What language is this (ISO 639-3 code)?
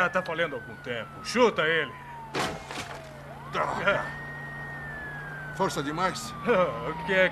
por